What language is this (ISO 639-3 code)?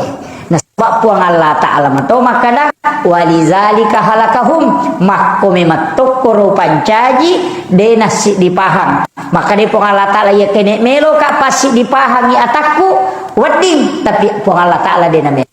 bug